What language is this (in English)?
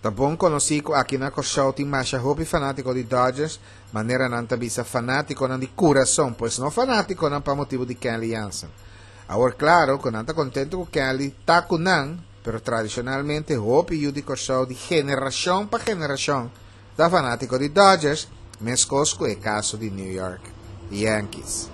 Papiamento